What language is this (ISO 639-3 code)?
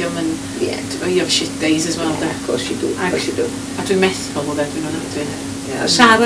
cym